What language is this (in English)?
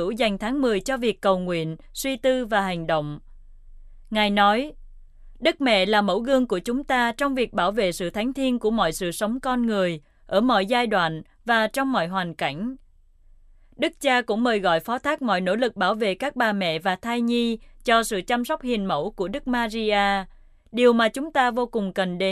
Vietnamese